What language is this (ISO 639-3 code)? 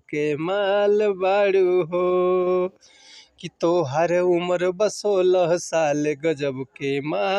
bho